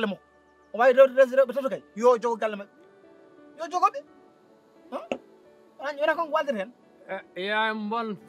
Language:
Fula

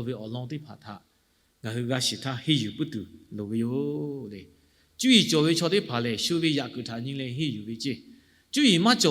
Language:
Lahu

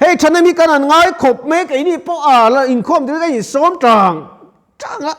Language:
Mizo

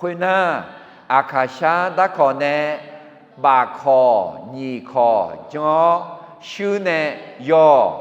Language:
Akha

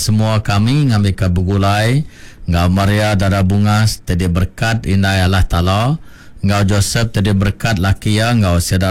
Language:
Iban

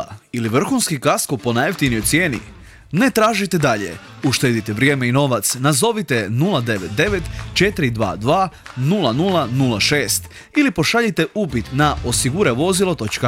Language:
Croatian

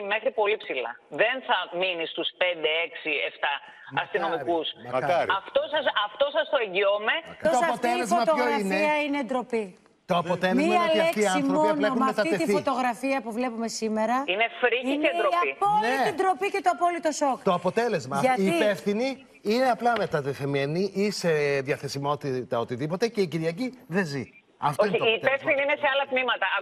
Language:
Greek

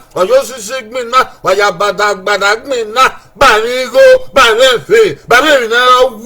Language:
Bini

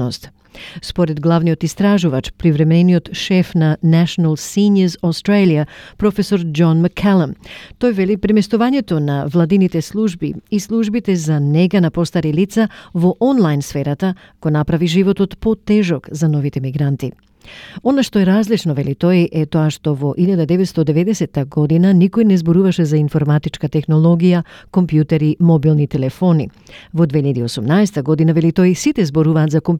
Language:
Macedonian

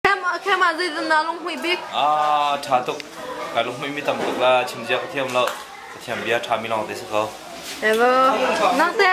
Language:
Hakha Chin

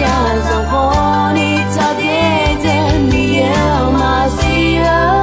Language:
Akha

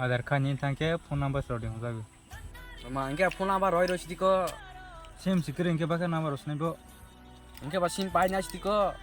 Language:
Kok Borok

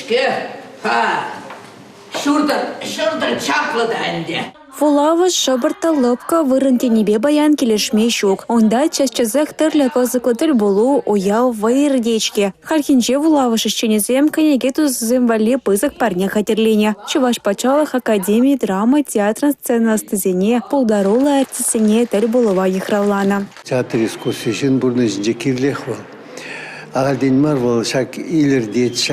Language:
Chuvash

